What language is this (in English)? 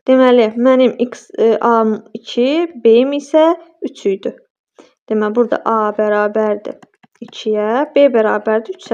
Azerbaijani